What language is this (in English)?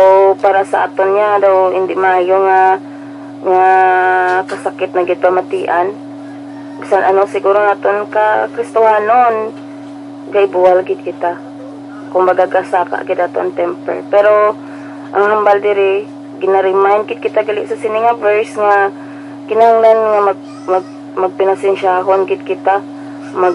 Hiligaynon